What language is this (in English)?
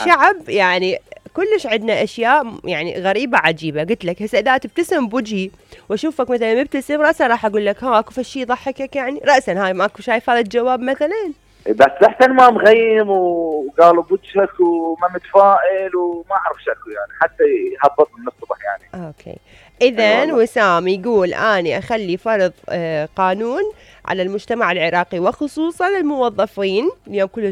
Mesopotamian Arabic